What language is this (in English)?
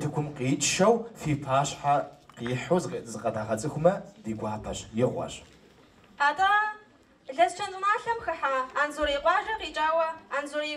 Kabardian